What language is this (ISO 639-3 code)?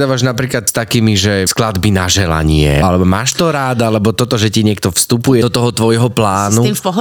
slk